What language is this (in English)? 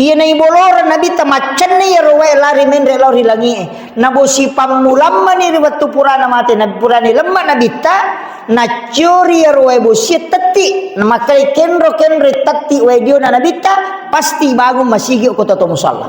Buginese